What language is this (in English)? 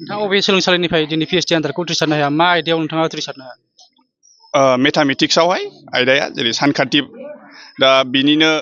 Bodo